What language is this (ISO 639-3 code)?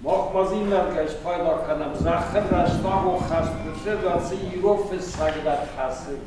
oss